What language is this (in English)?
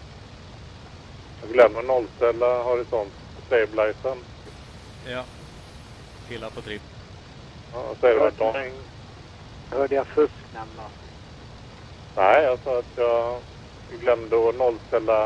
Swedish